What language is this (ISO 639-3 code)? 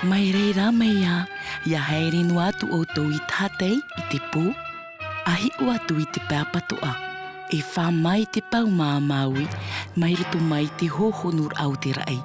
tah